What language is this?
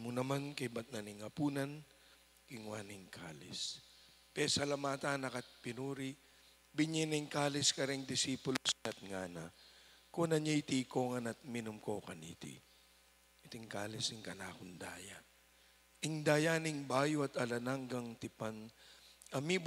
Pampanga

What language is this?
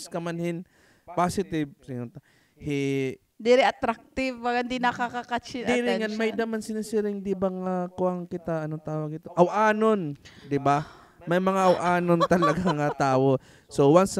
Waray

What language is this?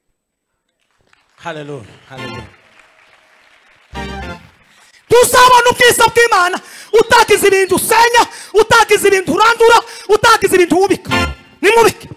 Kinyarwanda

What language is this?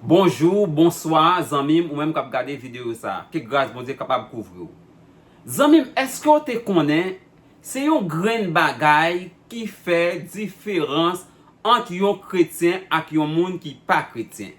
Haitian Creole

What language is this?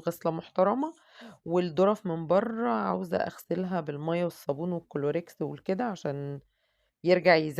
Egyptian Arabic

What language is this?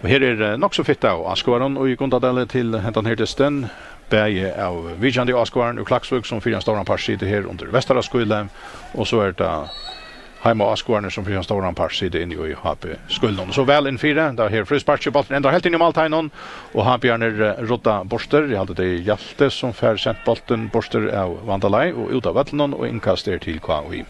Faroese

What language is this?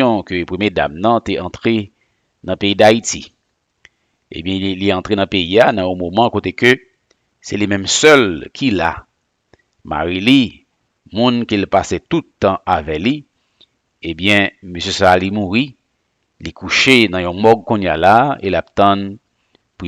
Haitian Creole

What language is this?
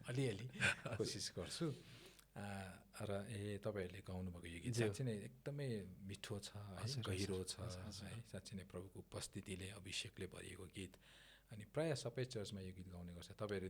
Nepali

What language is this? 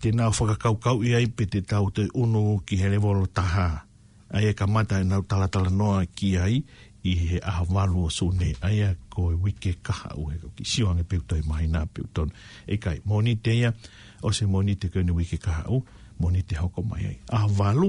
Tongan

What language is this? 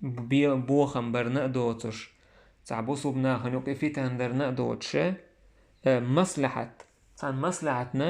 Chechen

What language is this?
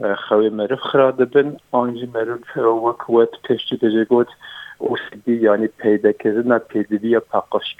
Kurdish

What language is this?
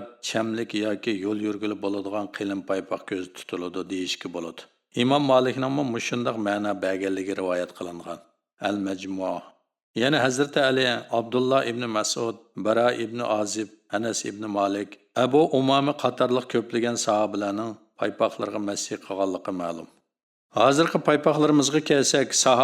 Uyghur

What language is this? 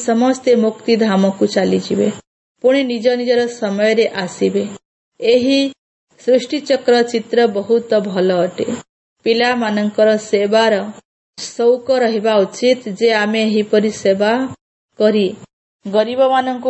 Odia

